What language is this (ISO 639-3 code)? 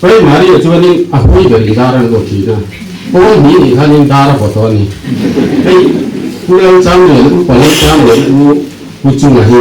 lus